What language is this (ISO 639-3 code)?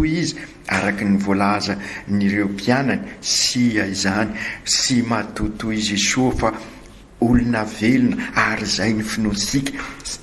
mlg